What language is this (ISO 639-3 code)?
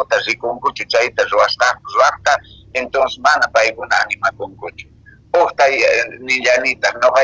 que